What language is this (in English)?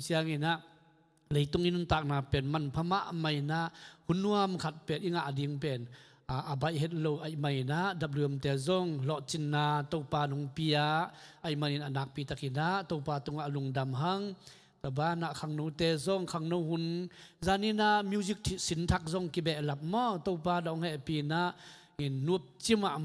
Tedim Chin